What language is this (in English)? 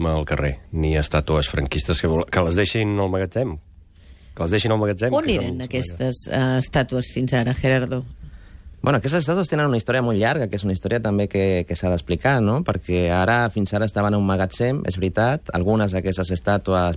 Catalan